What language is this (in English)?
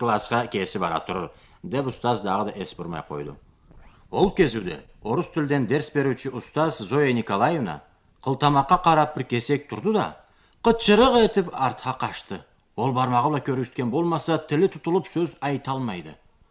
Karachay-Balkar